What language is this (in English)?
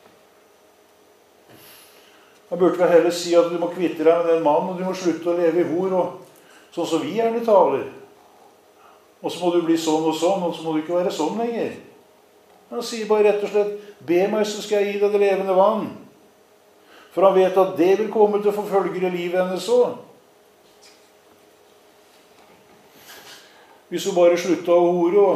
Norwegian